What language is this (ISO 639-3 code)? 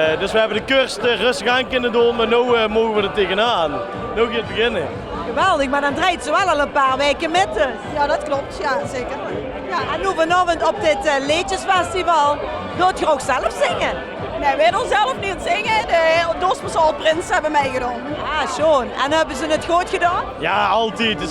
lim